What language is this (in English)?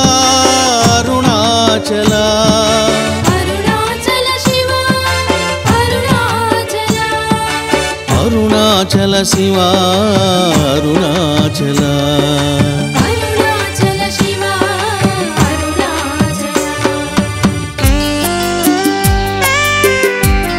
Telugu